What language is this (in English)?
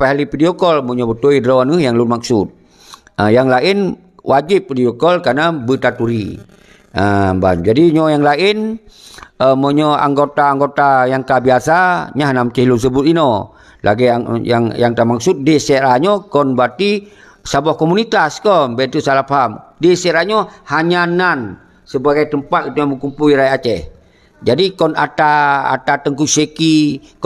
Achinese